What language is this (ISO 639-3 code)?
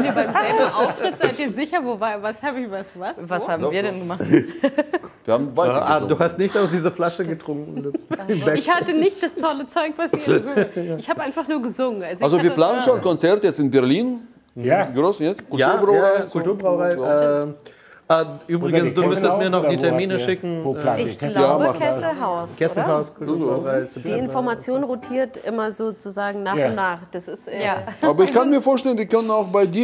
deu